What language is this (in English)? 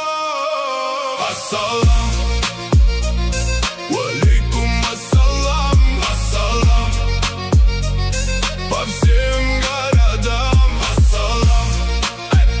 Russian